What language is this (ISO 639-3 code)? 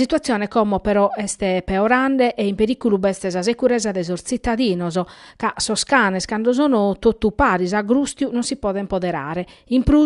srd